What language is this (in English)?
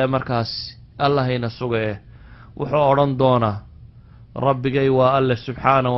Somali